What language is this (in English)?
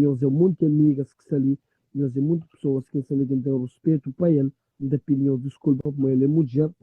Kabuverdianu